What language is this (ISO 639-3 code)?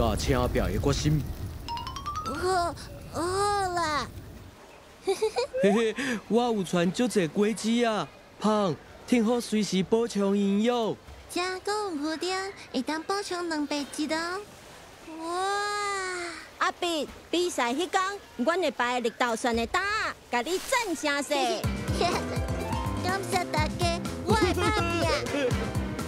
nan